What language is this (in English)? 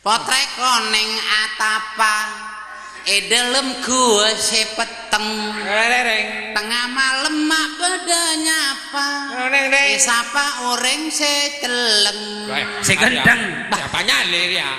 Madurese